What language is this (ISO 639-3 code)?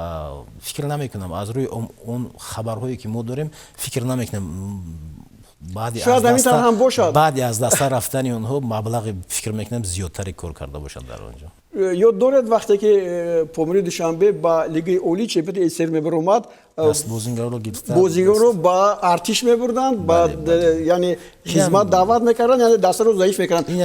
tgk